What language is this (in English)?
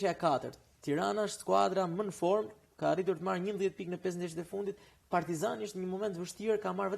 Albanian